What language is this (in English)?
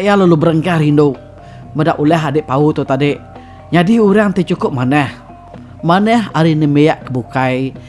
Iban